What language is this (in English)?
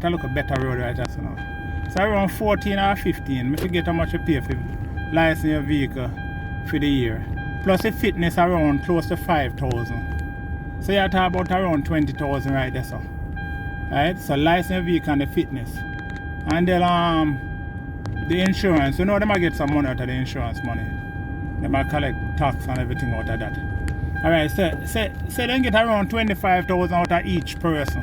Jamaican Creole English